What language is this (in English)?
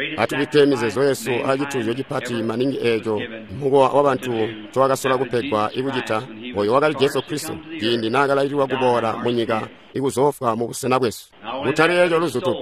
Tonga (Zambia)